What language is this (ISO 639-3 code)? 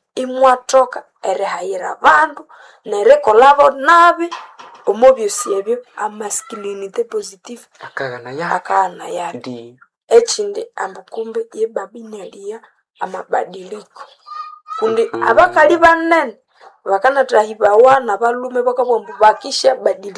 nnb